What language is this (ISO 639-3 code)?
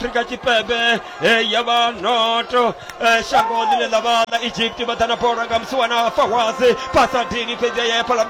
ven